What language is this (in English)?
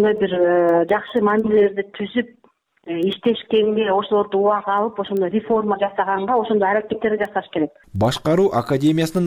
Kyrgyz